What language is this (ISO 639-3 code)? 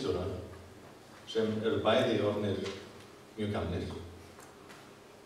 isl